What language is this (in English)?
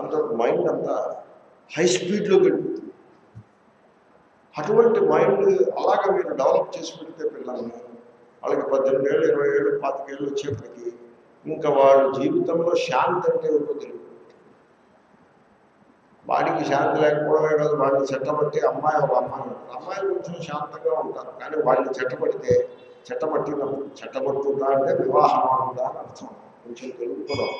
Telugu